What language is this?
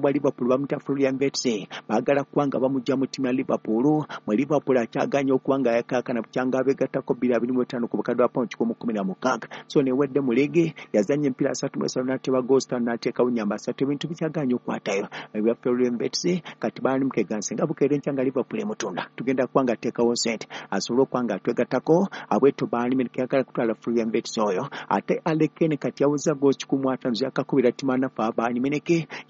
Ganda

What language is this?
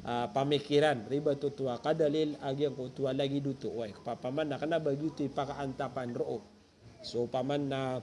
Maranao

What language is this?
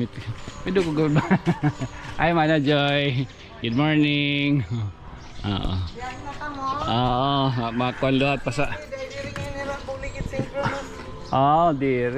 Waray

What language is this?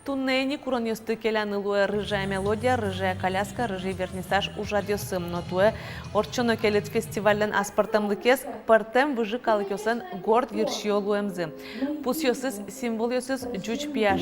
Udmurt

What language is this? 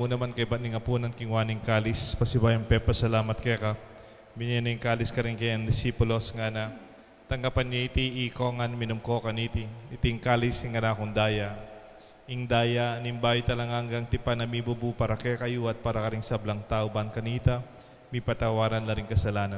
Pampanga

